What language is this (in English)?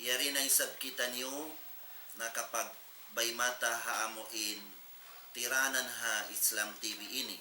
Tausug